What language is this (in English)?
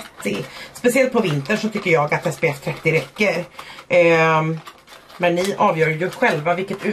Swedish